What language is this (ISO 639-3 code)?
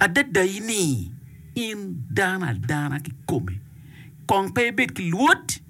ach